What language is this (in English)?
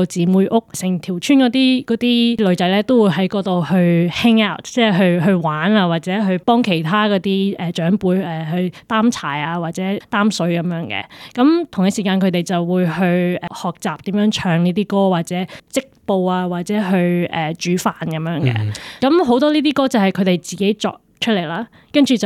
Cantonese